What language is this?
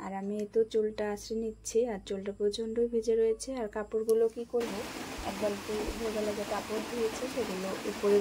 Bangla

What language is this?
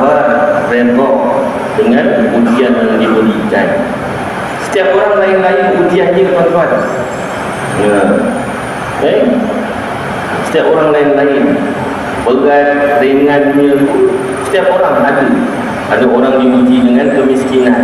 Malay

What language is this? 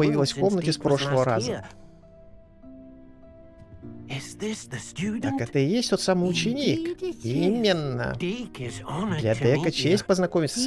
Russian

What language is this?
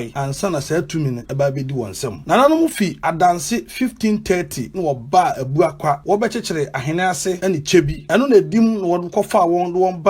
Akan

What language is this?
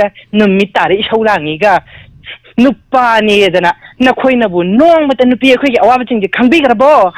Manipuri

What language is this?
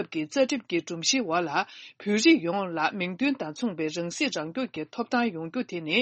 Tibetan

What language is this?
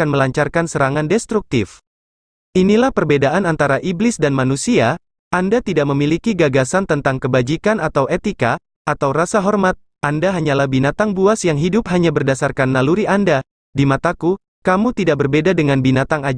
Indonesian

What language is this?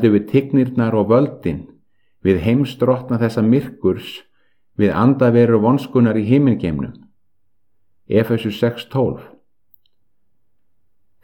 Icelandic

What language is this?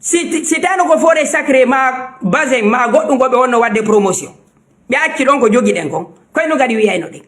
Fula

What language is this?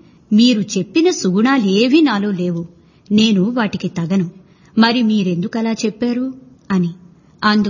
Telugu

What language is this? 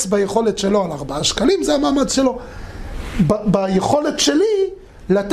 Hebrew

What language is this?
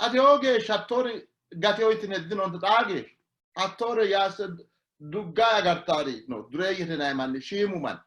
Sidamo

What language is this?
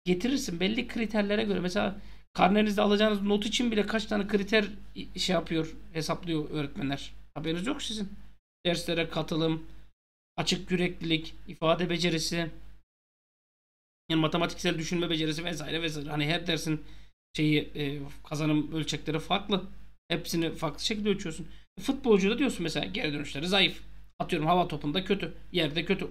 Turkish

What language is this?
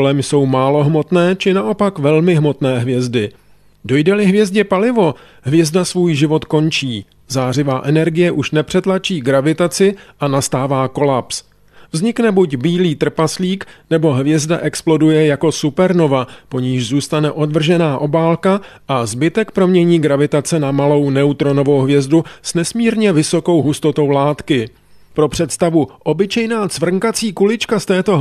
Czech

